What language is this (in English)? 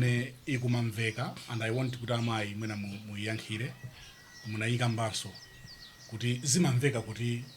Nyanja